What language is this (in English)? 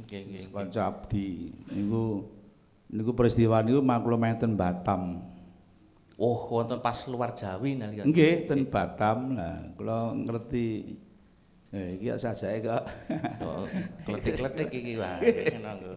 Javanese